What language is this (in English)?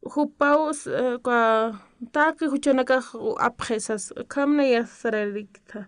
Aymara